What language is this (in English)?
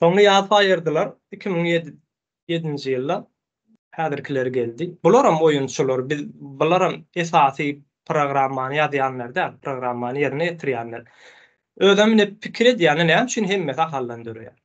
Turkmen